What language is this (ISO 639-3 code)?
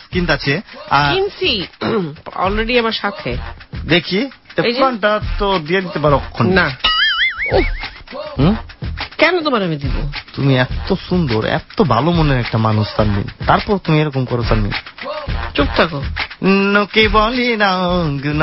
ben